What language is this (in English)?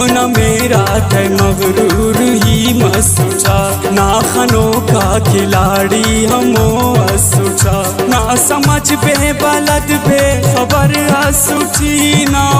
Brahui